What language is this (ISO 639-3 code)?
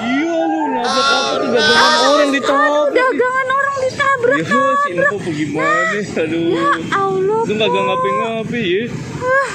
bew